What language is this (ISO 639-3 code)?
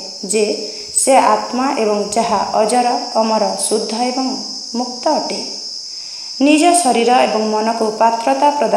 ori